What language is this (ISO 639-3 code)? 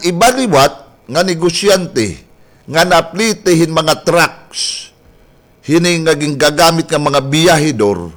war